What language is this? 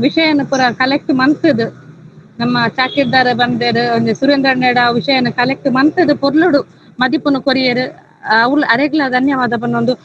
Tulu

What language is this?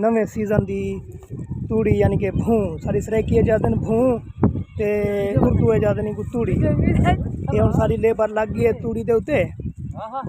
Saraiki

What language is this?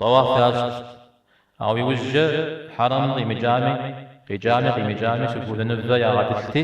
Kabardian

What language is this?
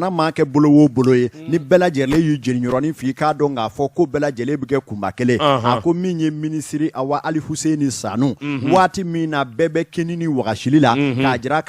Bambara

